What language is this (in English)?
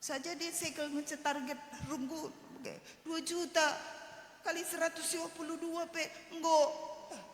Batak Karo